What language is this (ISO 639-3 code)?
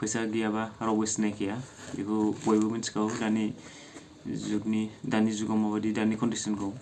brx